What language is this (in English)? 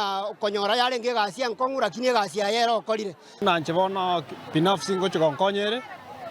Gusii